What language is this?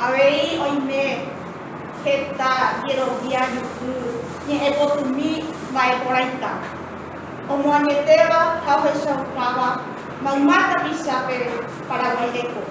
Guarani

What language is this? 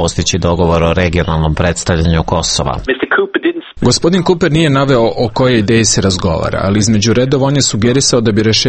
Serbian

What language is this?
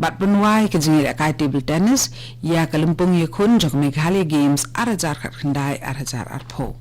Khasi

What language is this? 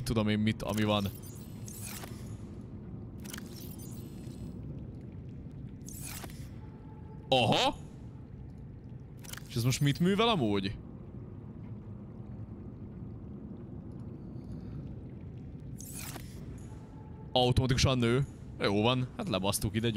Hungarian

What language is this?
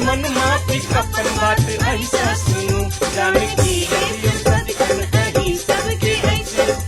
Maithili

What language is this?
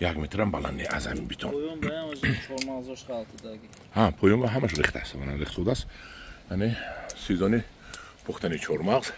Tajik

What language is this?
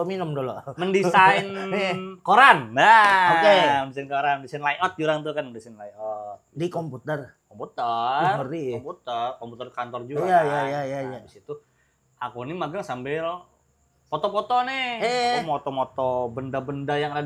Banjar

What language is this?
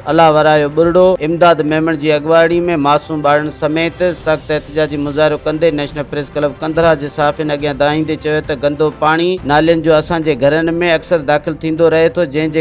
Sindhi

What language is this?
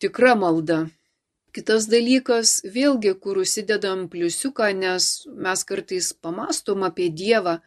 Lithuanian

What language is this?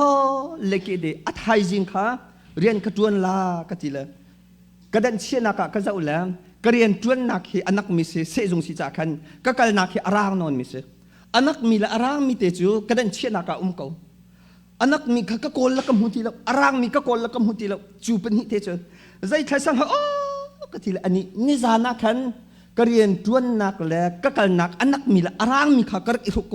Hakha Chin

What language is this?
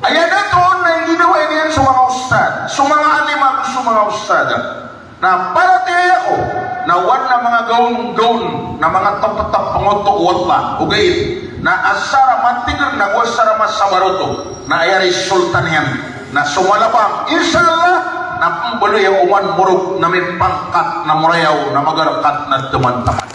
Maranao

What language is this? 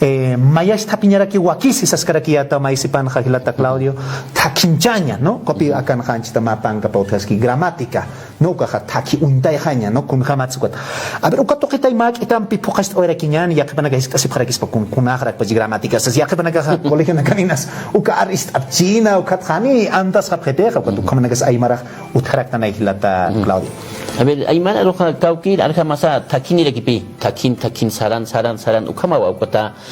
Aymara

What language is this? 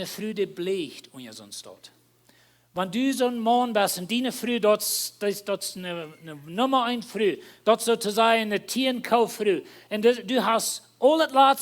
Plautdietsch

